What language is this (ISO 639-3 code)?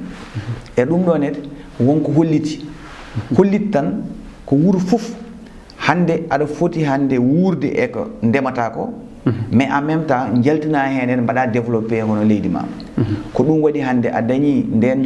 ful